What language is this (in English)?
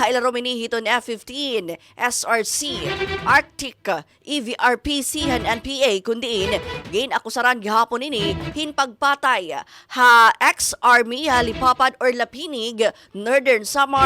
Waray